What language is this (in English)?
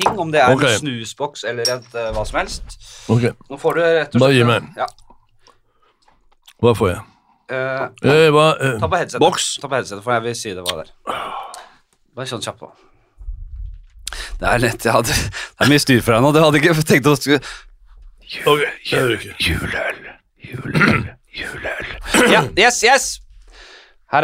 Norwegian